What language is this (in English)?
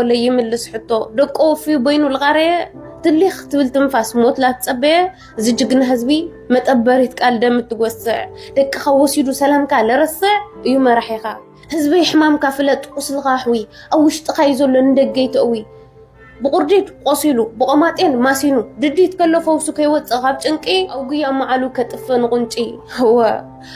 Tigrinya